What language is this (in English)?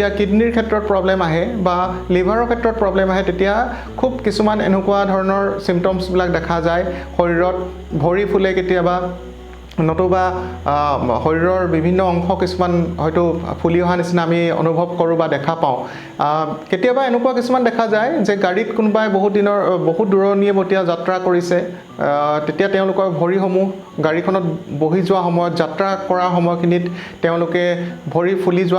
Assamese